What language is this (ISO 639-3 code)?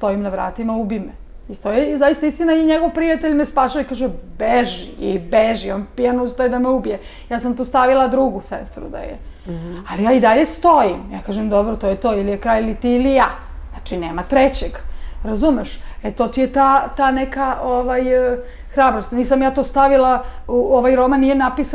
srp